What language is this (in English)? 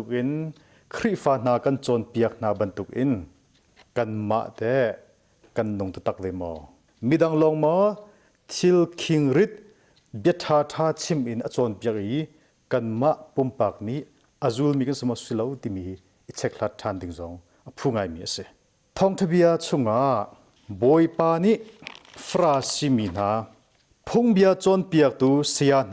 Hakha Chin